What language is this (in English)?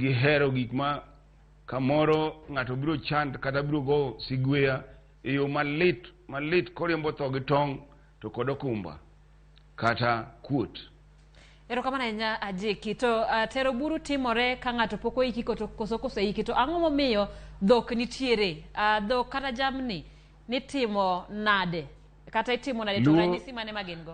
Luo (Kenya and Tanzania)